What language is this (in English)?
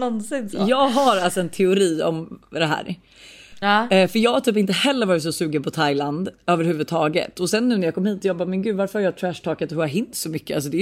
Swedish